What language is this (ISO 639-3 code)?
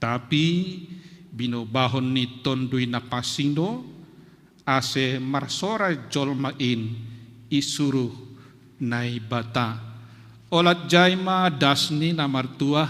bts